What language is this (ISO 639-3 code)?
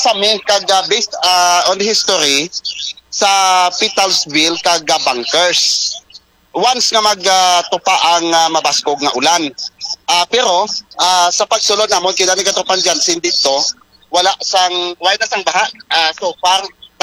hil